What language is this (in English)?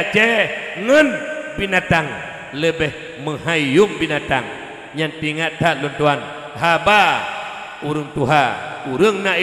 Achinese